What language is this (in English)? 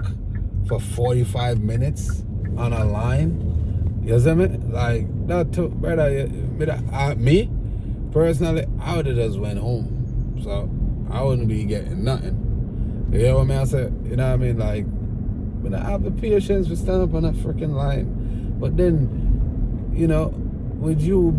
Jamaican Creole English